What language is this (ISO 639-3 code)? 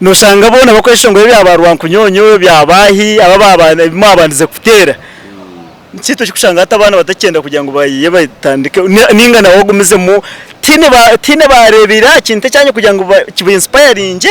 nyn